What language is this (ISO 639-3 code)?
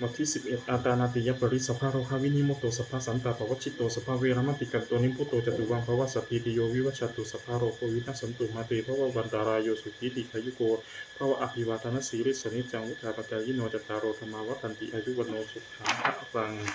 pli